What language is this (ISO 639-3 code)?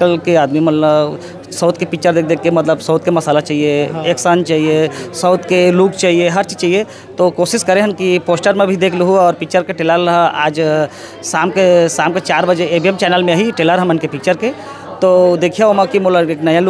hne